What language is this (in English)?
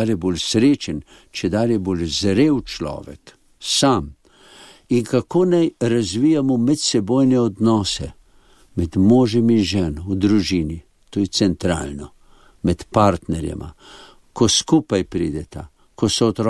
Slovenian